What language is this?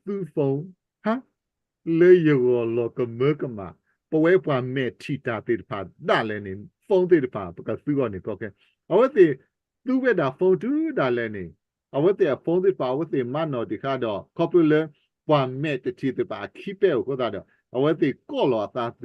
S'gaw Karen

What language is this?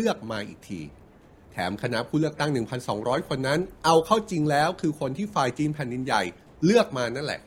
Thai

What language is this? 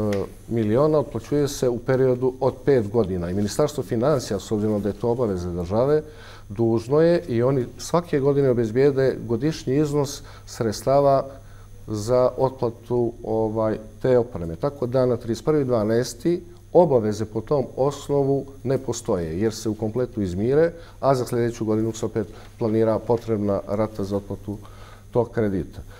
Bosnian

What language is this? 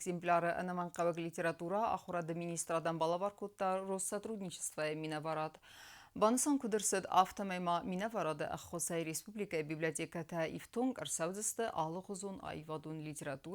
Ossetic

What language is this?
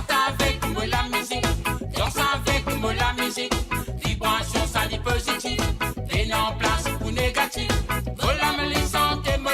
Morisyen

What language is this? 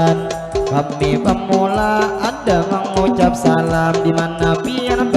Banjar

